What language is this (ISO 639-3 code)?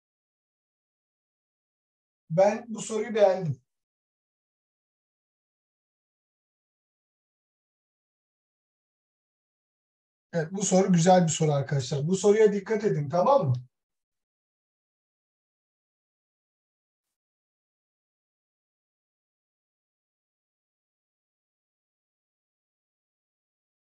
tur